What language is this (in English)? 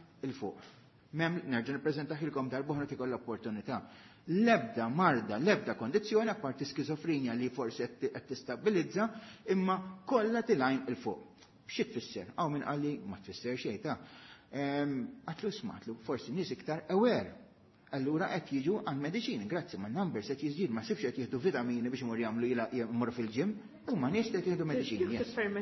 Maltese